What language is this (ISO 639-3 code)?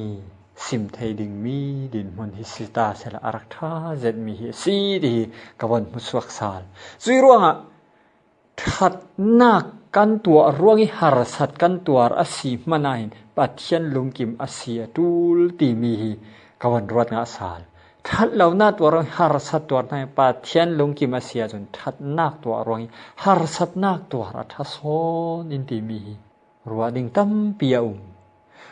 cfm